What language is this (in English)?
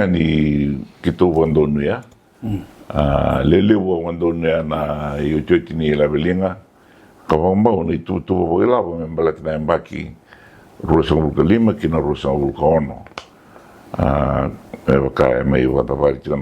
Fijian